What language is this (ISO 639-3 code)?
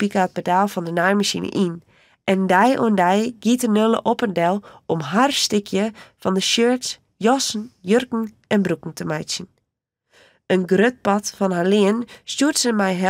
fry